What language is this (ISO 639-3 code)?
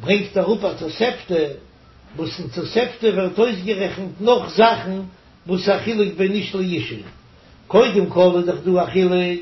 yid